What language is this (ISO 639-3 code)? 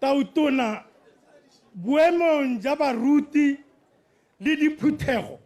tsn